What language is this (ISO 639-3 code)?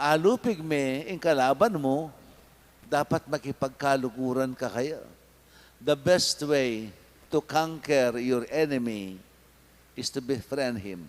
pam